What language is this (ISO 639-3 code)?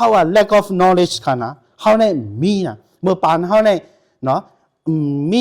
shn